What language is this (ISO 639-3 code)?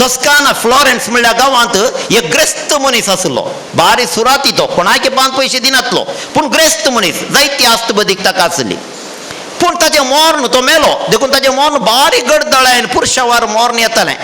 kok